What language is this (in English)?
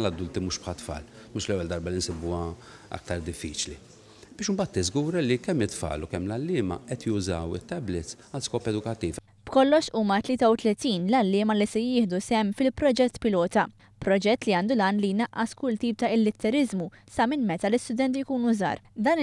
Maltese